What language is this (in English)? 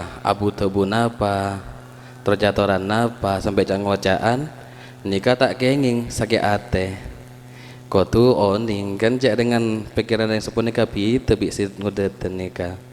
Madurese